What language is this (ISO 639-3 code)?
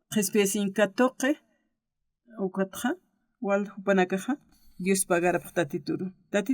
aym